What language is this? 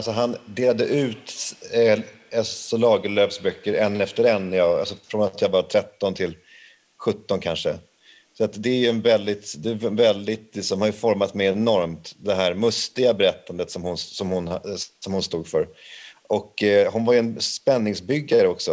Swedish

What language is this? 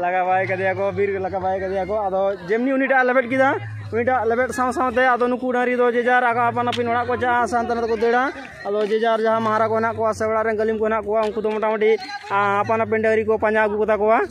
Santali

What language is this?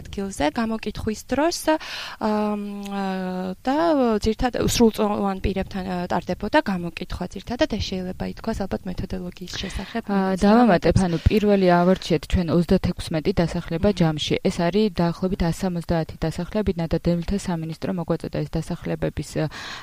Georgian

